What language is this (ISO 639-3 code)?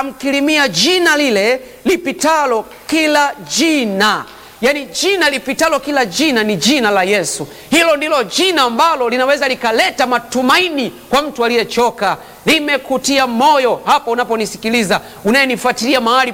swa